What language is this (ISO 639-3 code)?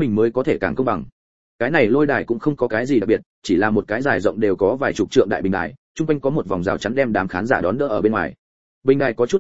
vie